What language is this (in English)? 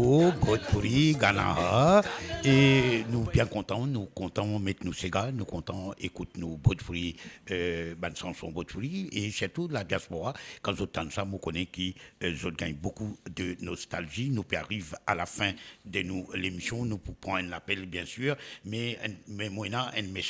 Morisyen